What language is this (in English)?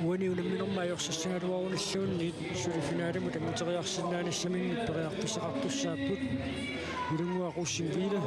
Kalaallisut